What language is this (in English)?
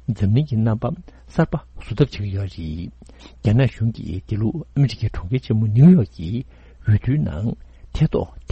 Tibetan